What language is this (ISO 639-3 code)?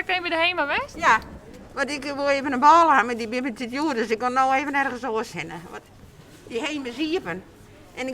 fry